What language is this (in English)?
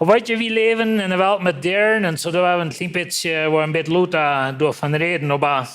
Plautdietsch